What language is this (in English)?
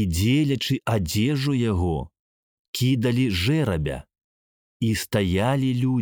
Belarusian